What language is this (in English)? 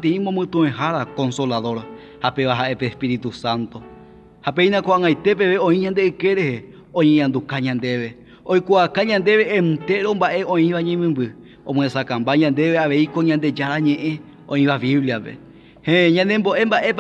Guarani